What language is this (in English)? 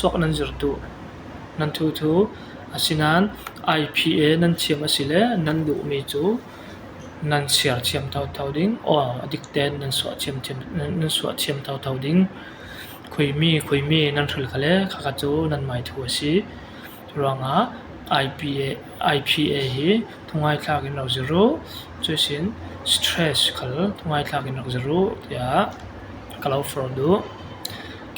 Falam Chin